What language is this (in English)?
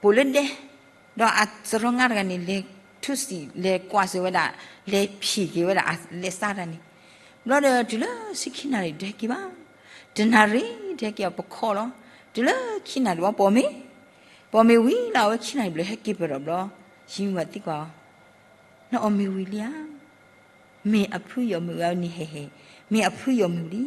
S'gaw Karen